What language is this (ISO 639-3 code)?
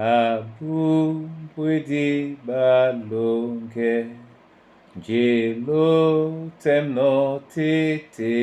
dua